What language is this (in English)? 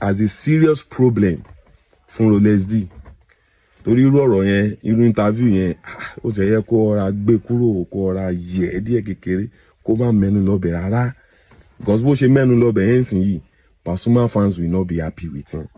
Yoruba